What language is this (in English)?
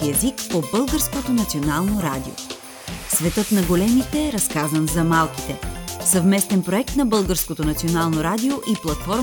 Bulgarian